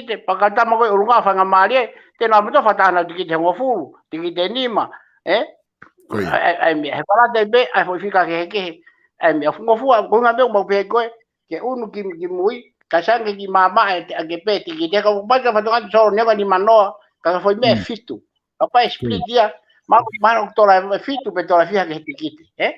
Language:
Tongan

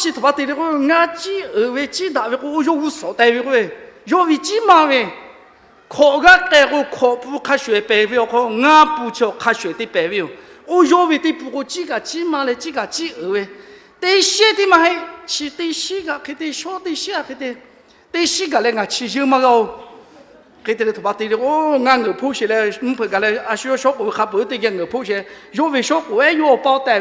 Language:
Lahu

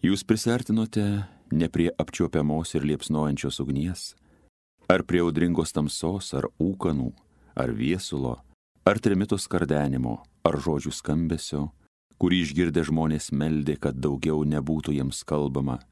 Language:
Lithuanian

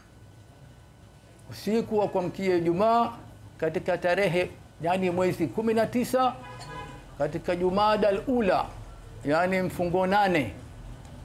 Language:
Swahili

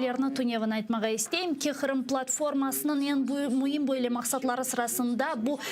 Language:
Crimean Tatar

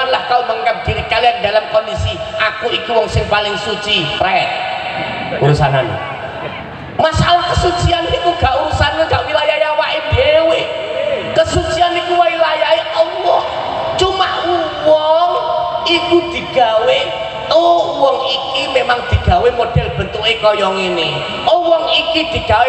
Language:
Javanese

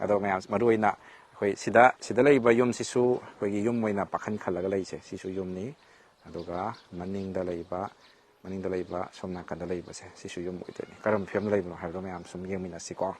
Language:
Manipuri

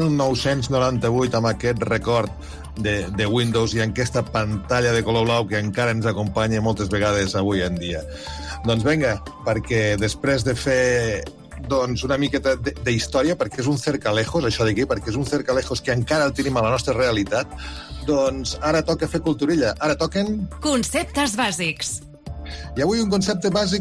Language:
Catalan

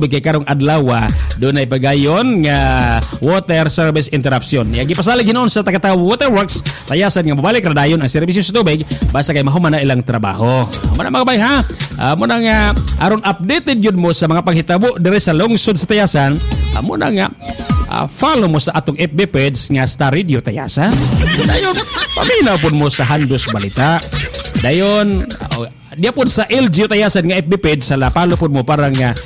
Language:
Cebuano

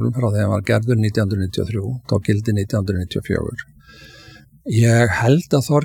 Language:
Icelandic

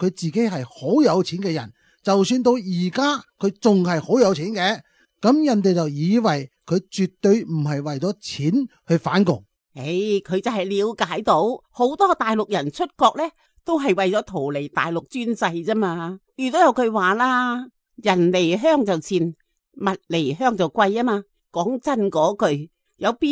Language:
Cantonese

